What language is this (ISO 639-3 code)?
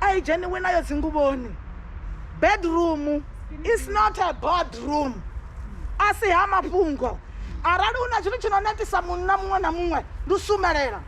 ven